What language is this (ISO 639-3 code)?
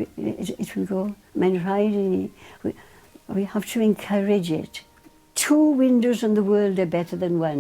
cym